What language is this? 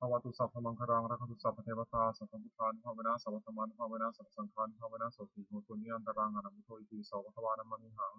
Pali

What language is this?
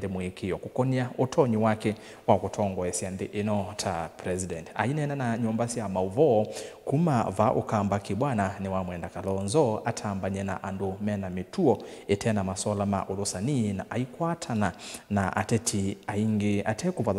Kamba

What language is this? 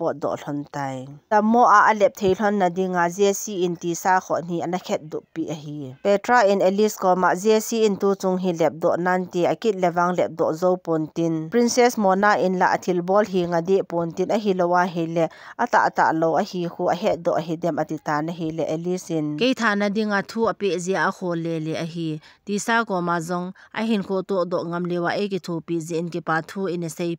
Thado Chin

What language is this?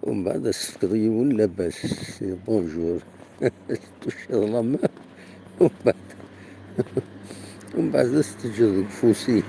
Kabyle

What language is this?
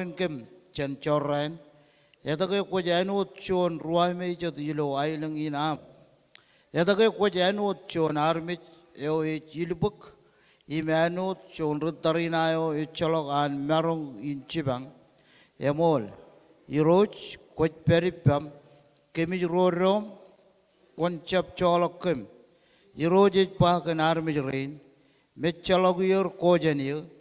Marshallese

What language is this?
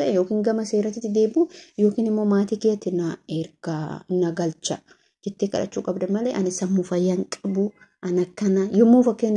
Oromo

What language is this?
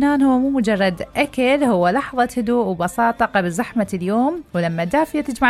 Mesopotamian Arabic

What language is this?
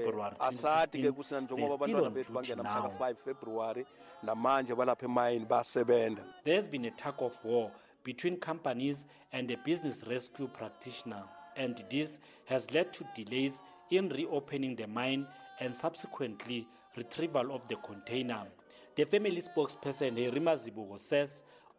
English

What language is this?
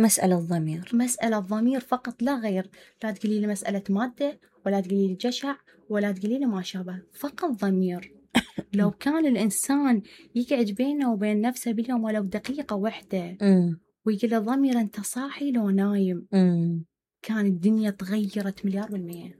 Mesopotamian Arabic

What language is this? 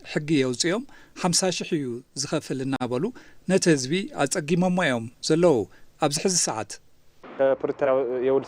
Tigrinya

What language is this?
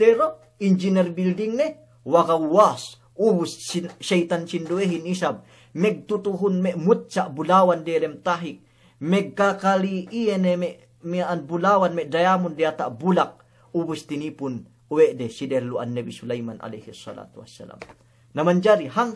Yakan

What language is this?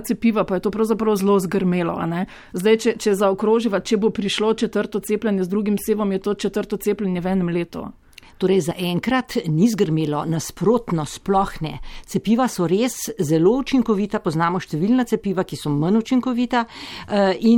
Slovenian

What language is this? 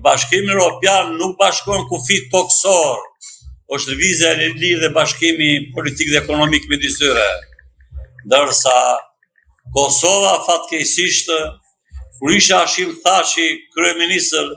Albanian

